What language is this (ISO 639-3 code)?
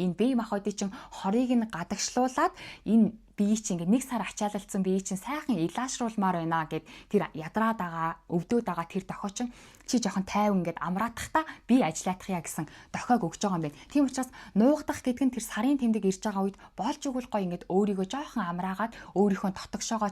mon